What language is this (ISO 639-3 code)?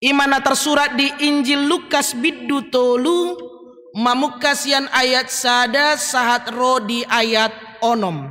bbc